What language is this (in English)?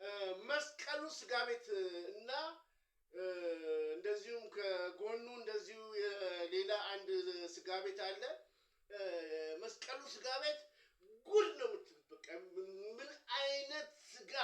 Amharic